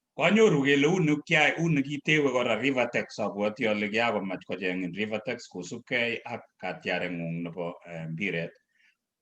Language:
Kalenjin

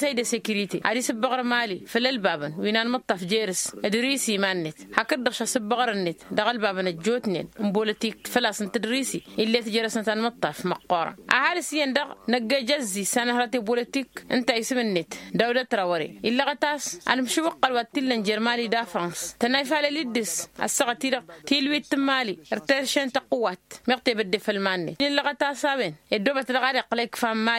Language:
Tamasheq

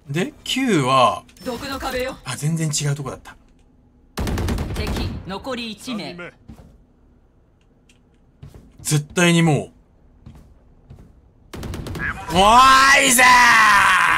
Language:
Japanese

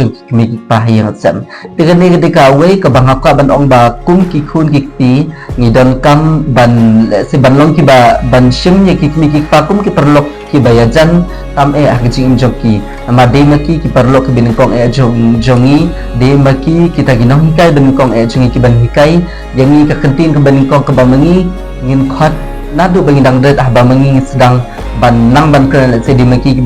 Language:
Khasi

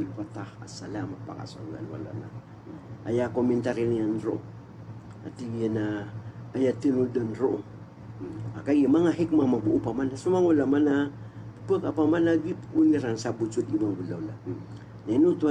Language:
Maranao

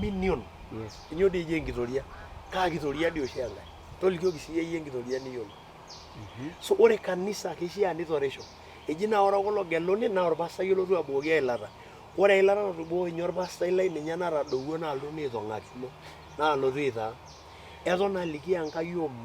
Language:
Masai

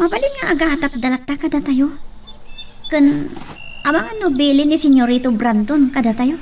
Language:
Iloko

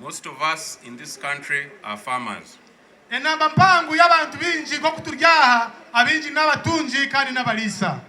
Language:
Nyankole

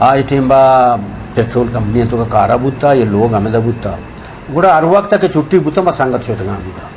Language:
Eastern Balochi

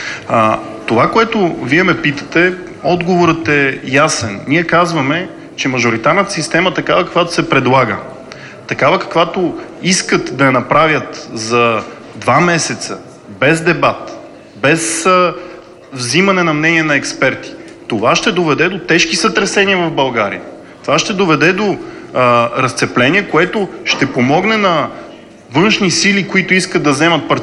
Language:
Bulgarian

